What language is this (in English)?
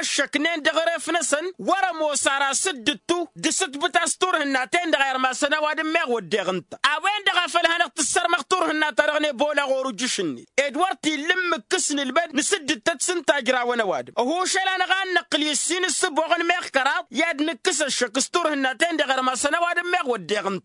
Tamasheq